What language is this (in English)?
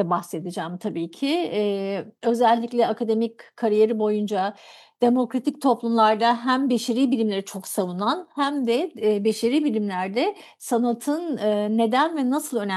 Turkish